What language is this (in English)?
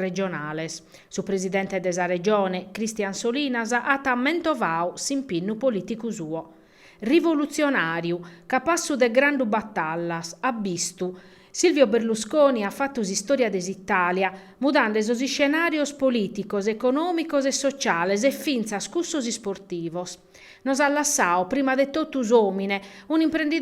Sardinian